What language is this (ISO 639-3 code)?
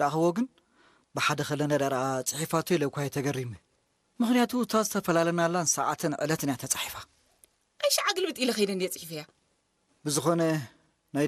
tir